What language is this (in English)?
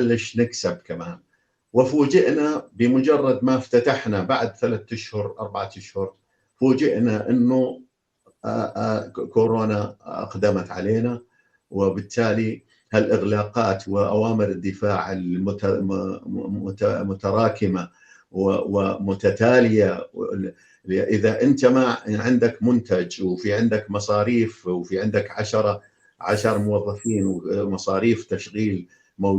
North Levantine Arabic